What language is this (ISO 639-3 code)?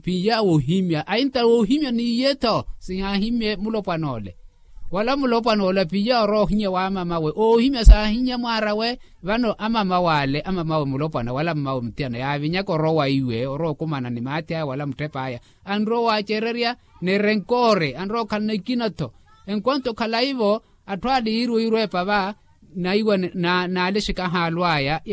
vmw